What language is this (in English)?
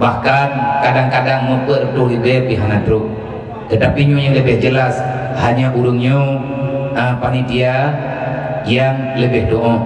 Achinese